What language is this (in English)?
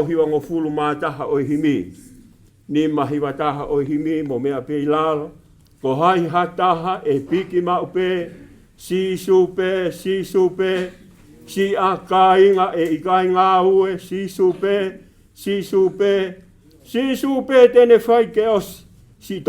Tongan